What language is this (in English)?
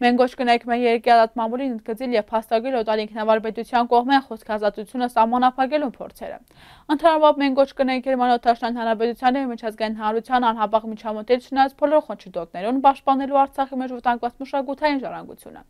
Western Armenian